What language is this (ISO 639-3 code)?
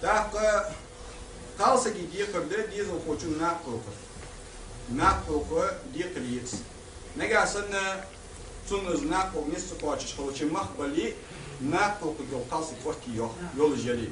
inh